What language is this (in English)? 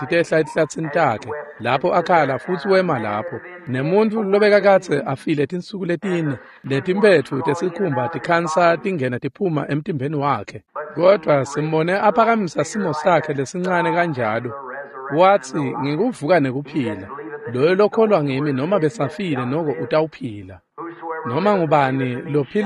Swati